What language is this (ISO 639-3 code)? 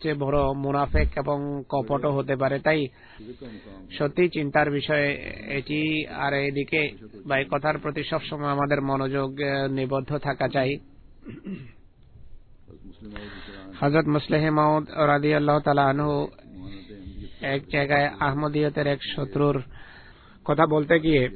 ben